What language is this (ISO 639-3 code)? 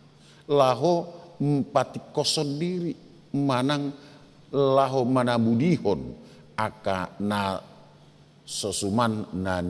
bbc